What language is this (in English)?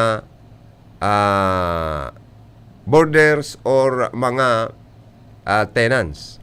Bikol